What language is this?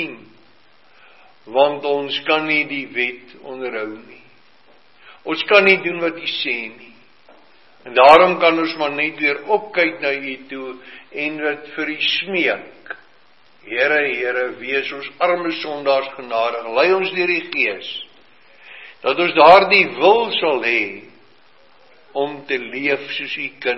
Afrikaans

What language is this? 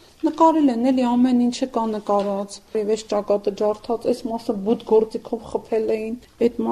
Armenian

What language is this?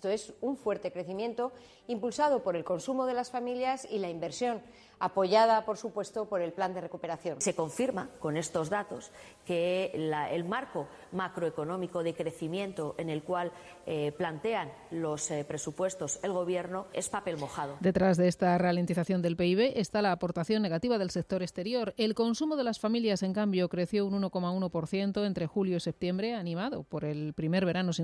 Spanish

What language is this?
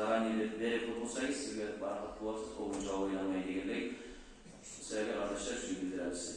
Kumyk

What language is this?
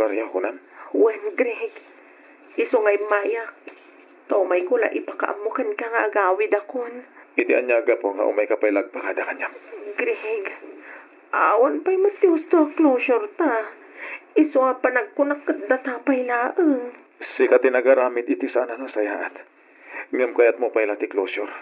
Iloko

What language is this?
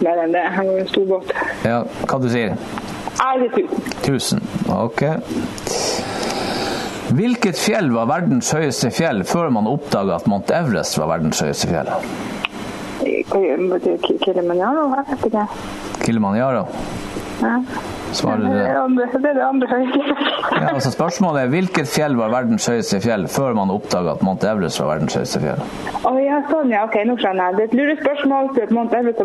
Norwegian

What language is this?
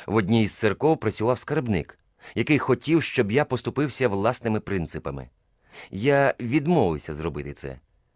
Ukrainian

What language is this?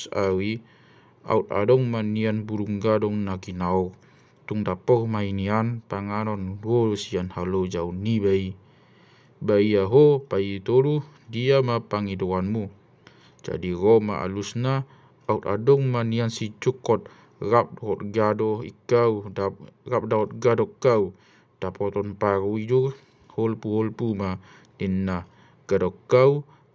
Batak Toba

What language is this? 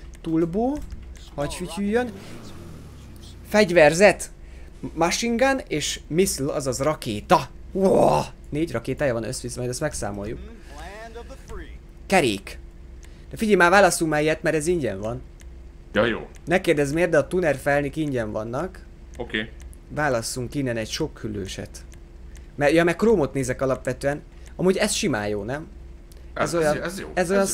Hungarian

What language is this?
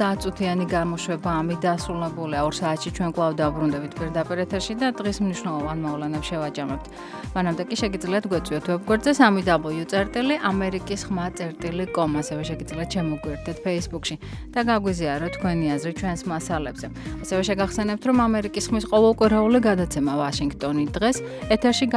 Georgian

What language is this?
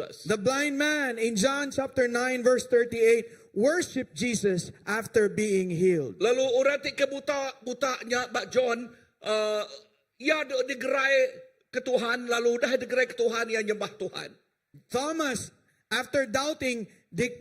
Iban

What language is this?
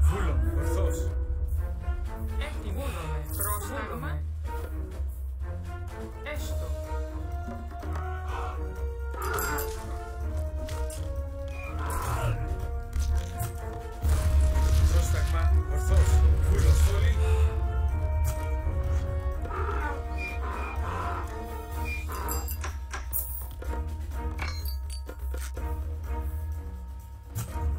Greek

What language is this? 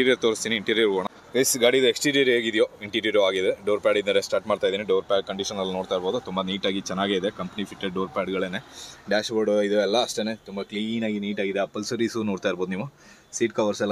Kannada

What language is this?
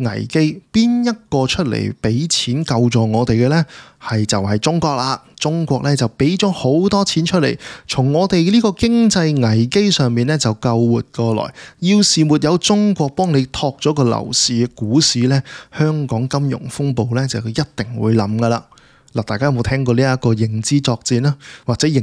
Cantonese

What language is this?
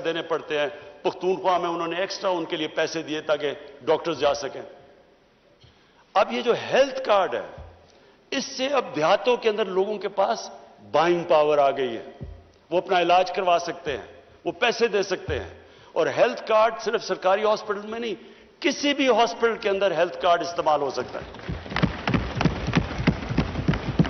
Urdu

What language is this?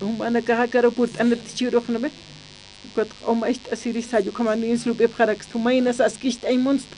Aymara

